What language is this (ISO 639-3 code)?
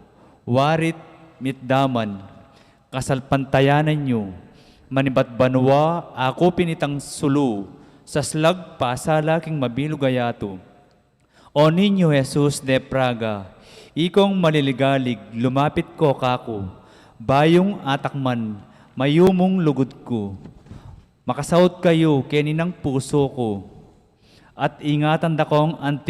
pam